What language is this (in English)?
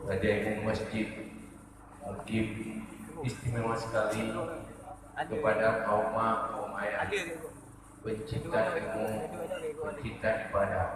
Achinese